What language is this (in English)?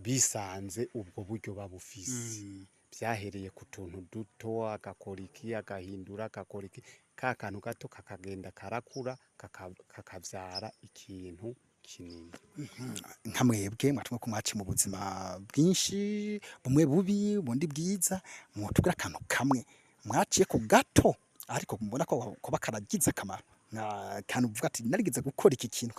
Rundi